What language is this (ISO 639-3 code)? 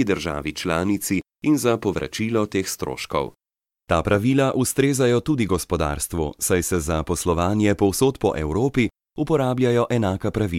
slv